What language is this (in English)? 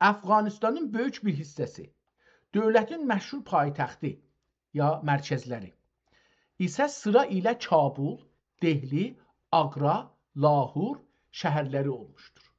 South Azerbaijani